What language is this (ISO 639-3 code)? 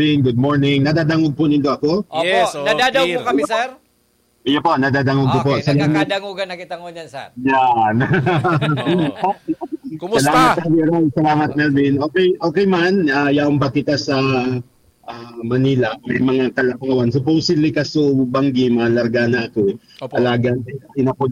bik